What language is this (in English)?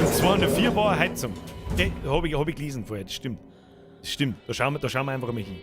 Bavarian